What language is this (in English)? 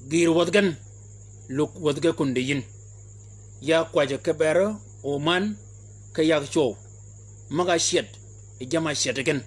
Shilluk